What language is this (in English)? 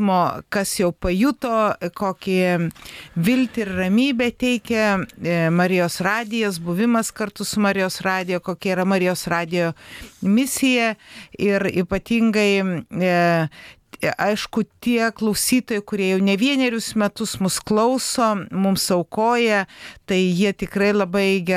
Lithuanian